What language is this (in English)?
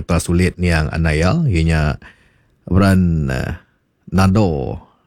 Iban